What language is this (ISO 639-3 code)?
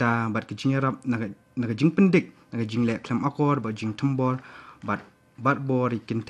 kha